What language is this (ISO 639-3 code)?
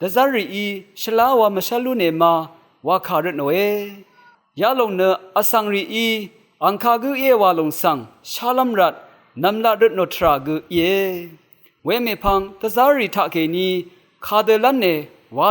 raw